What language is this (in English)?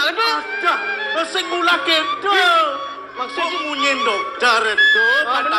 Balinese